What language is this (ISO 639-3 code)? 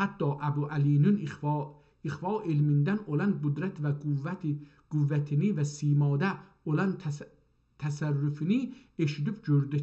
azb